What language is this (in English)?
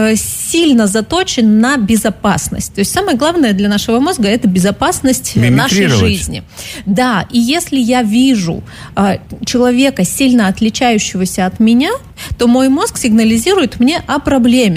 Russian